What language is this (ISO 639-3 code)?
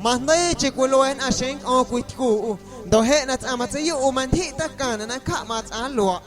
amu